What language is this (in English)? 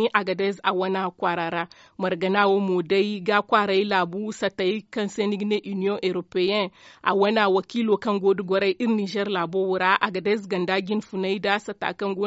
Zarma